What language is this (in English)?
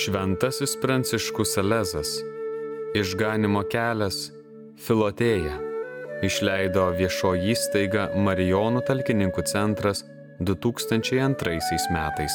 Lithuanian